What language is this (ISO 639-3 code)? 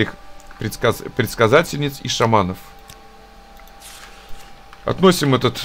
rus